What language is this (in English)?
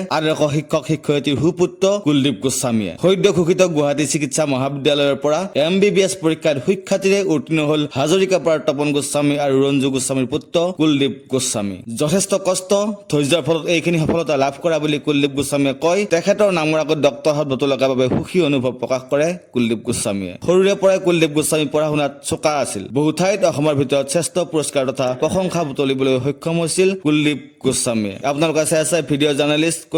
Assamese